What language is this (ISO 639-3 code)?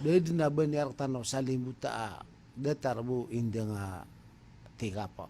mrw